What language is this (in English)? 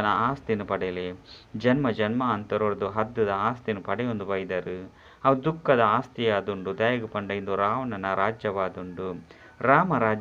Tulu